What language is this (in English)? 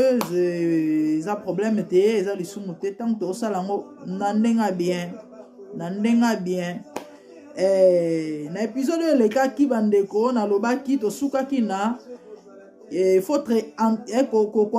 Lingala